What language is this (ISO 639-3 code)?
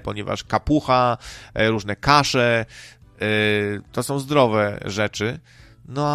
pol